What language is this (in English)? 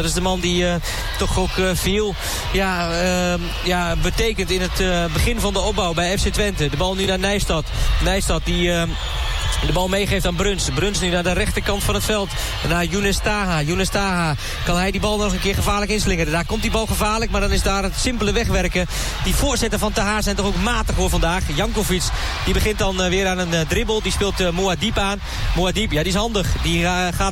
Dutch